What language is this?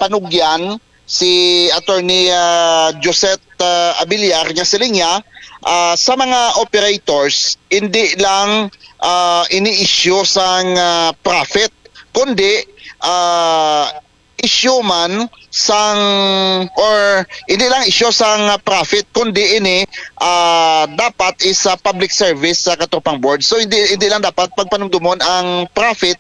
Hiligaynon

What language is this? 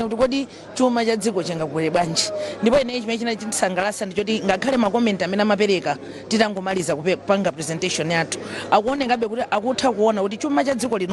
Nyanja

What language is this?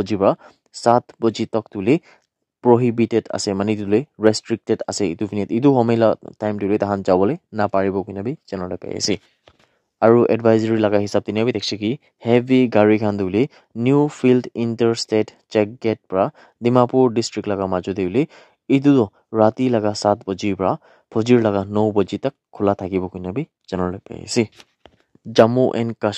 Naga Pidgin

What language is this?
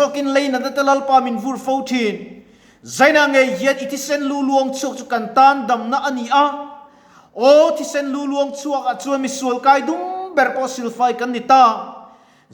Mizo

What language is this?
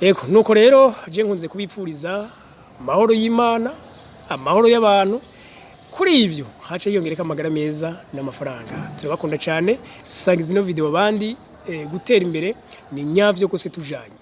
Rundi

